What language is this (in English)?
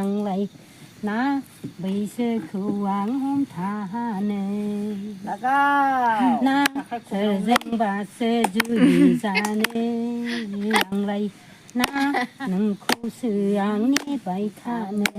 Bodo